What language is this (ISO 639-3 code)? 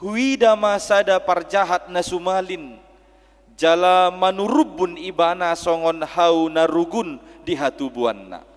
bbc